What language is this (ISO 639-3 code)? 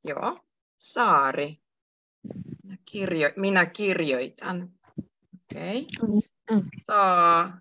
fin